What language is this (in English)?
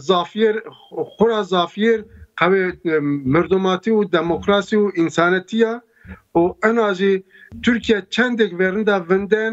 Zaza